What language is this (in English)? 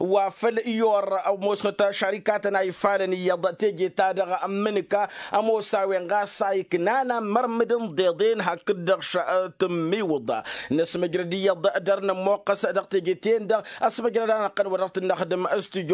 Tamasheq